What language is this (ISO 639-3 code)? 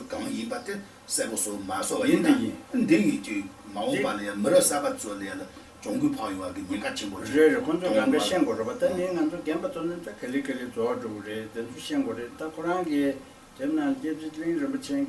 bod